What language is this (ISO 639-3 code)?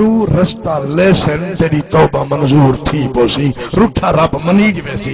skr